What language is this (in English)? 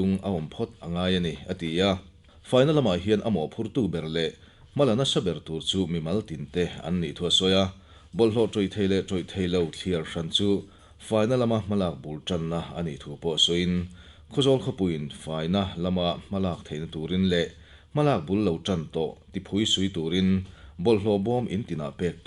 Mizo